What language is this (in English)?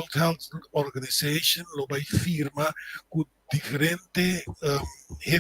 Papiamento